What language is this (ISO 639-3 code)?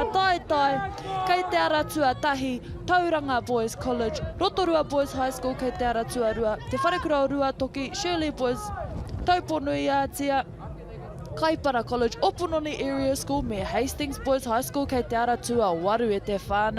mri